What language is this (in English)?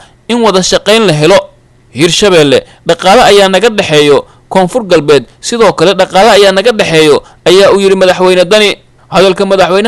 Somali